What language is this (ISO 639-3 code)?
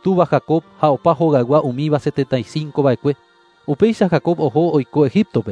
grn